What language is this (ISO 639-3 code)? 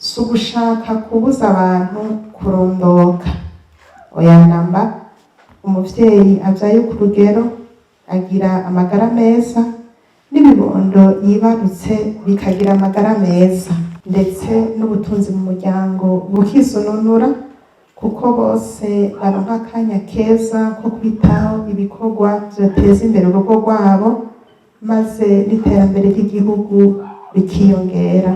run